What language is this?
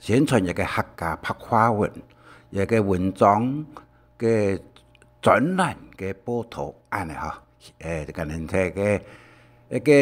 Hakka Chinese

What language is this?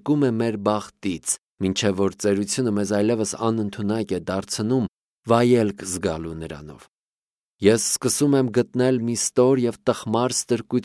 Armenian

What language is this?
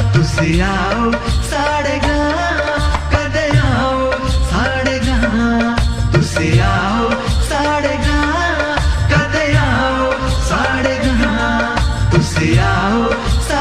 Dogri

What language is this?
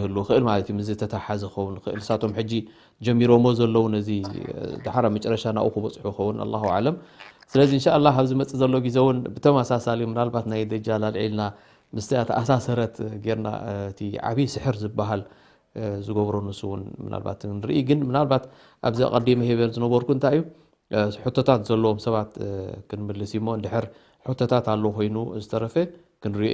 Tigrinya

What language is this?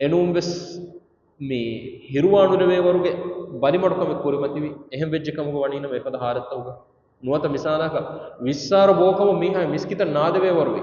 Divehi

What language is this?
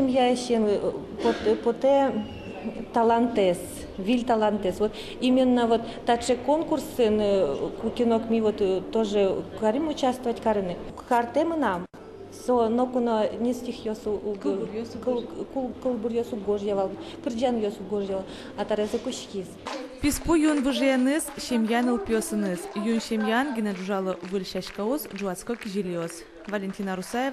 Udmurt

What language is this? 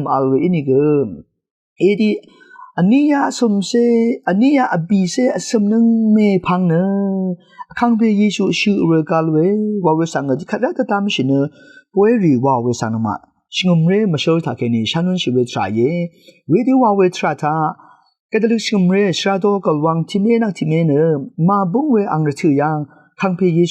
Rawang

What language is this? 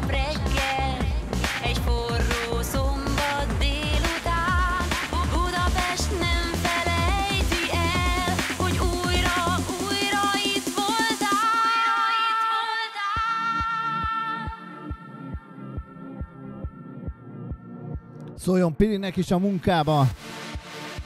Hungarian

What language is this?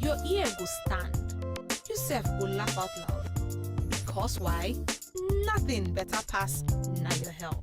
Nigerian Pidgin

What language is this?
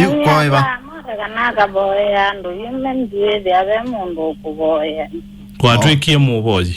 Kamba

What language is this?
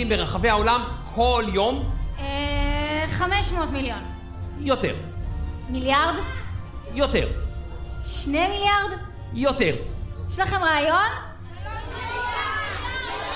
Hebrew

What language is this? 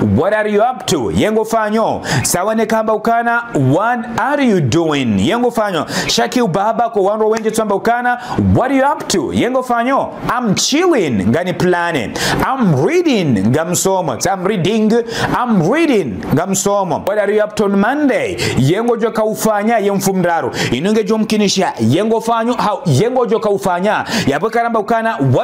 Ngazidja Comorian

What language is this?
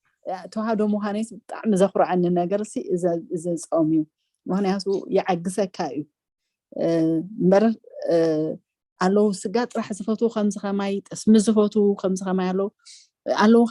Tigrinya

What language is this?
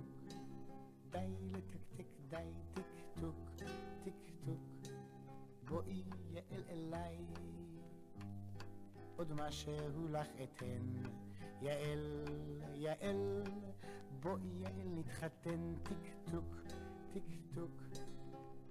Hebrew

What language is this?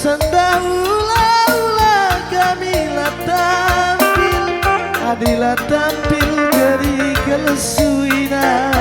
Batak Karo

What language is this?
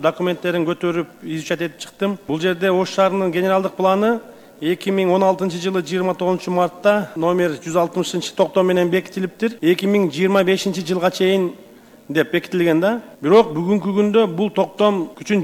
Kyrgyz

